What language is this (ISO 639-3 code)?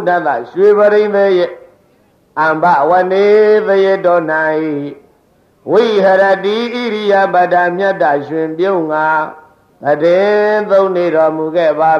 mya